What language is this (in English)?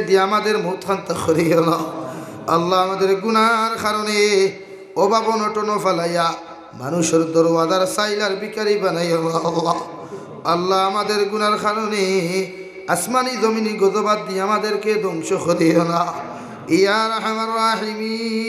Sylheti